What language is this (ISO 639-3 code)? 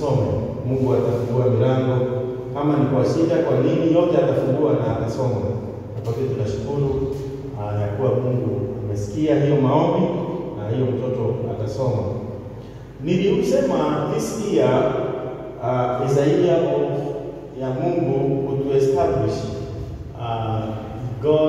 swa